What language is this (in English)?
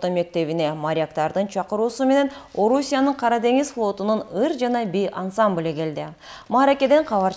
Kyrgyz